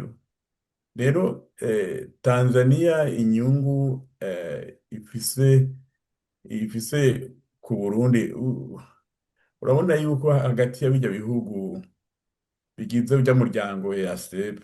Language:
Rundi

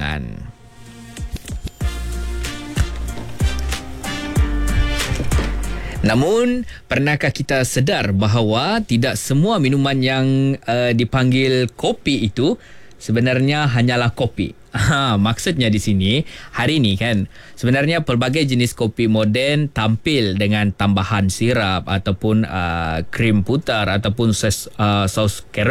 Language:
Malay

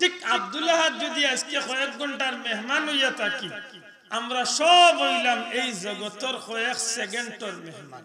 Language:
Sylheti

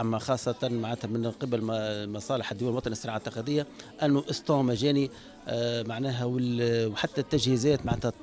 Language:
Tunisian Arabic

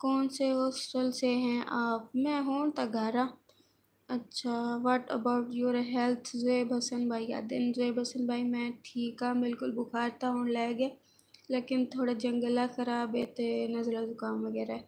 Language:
Saraiki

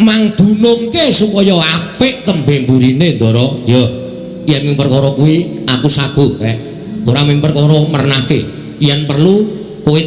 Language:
Javanese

